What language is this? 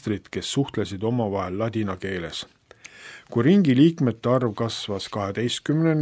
Estonian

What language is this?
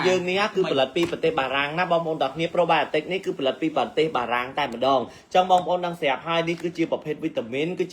Khmer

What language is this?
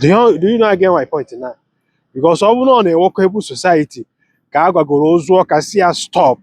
Igbo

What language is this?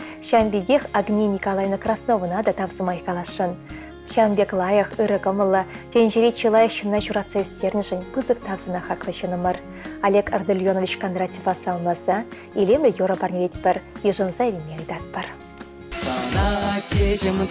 Chuvash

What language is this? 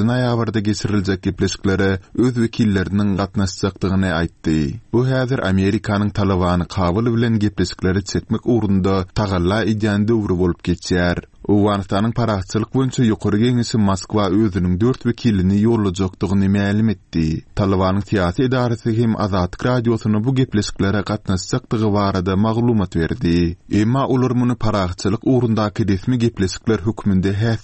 Turkmen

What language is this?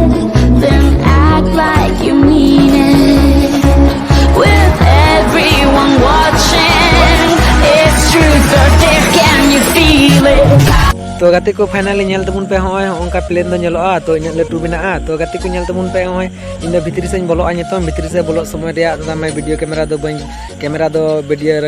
Santali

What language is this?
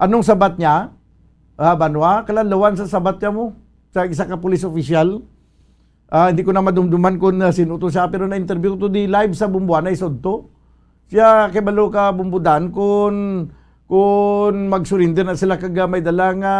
Hiligaynon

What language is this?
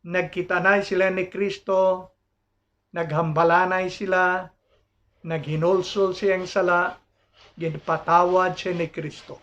Hiligaynon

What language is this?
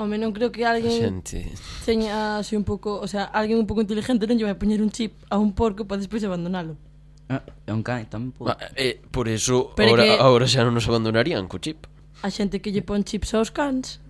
Galician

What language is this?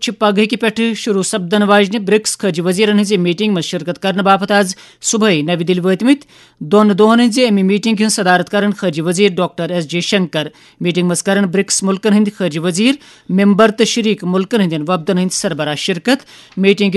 Kashmiri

